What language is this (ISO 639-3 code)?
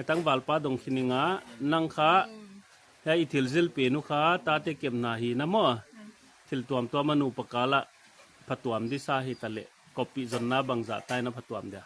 pck